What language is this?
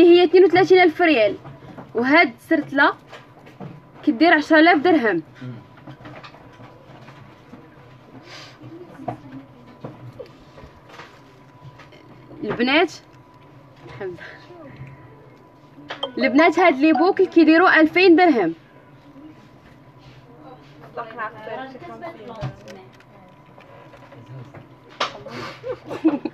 Moroccan Arabic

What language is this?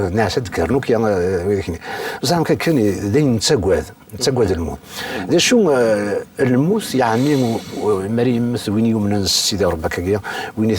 Kabyle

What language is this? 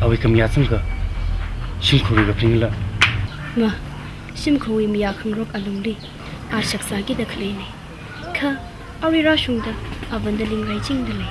Tangkhul Naga (India)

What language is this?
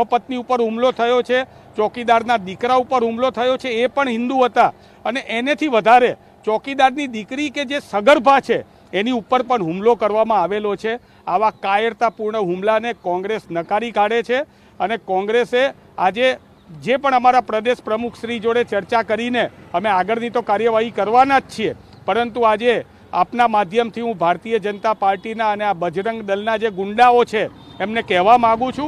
Gujarati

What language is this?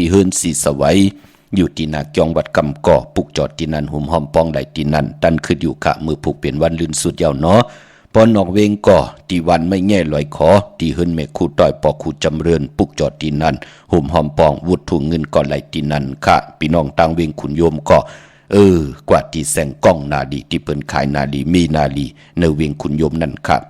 Shan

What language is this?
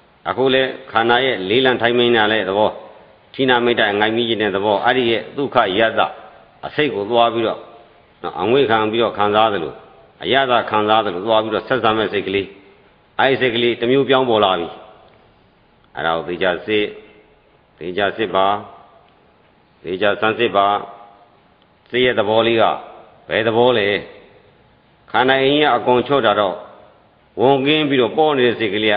Burmese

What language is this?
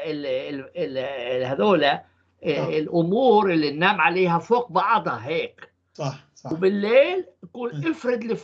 North Levantine Arabic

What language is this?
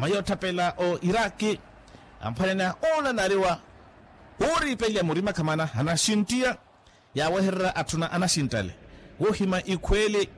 Makhuwa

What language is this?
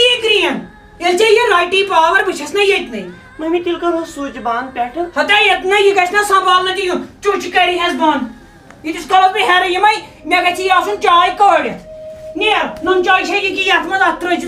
Kashmiri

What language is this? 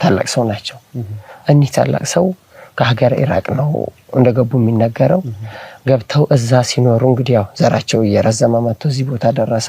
Amharic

